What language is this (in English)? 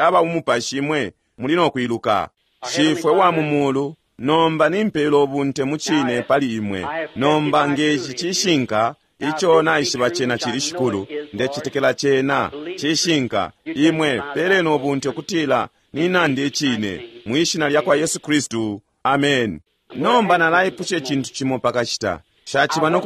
Bemba